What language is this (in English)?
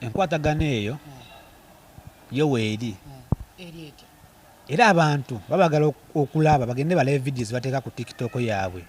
Ganda